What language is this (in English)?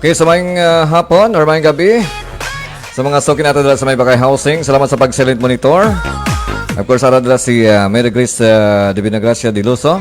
Hiligaynon